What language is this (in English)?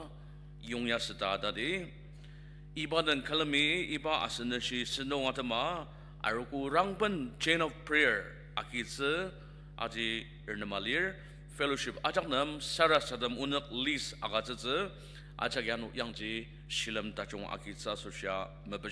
Ao Naga